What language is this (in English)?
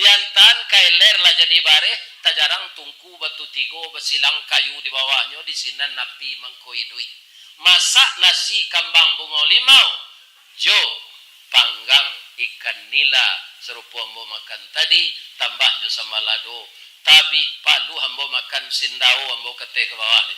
Minangkabau